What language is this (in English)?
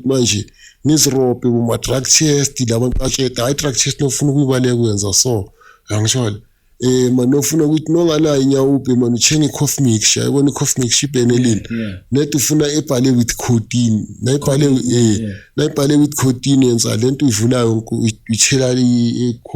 Zulu